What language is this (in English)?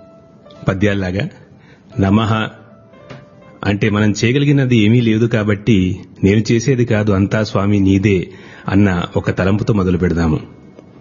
Telugu